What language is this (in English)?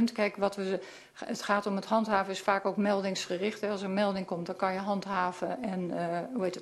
Dutch